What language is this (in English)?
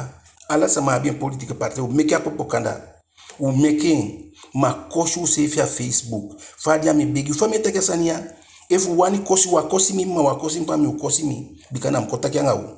Eastern Maroon Creole